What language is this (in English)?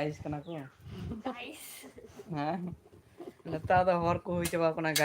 Santali